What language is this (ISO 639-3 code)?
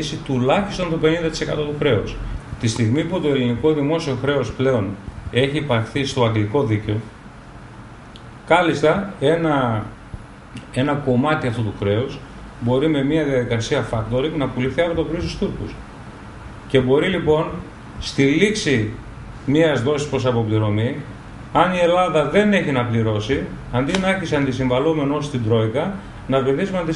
ell